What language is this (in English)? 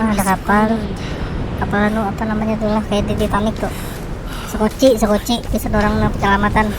Banjar